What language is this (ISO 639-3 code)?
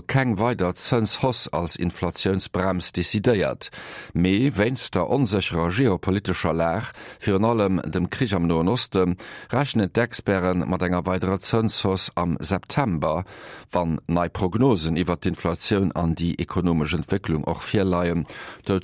ltz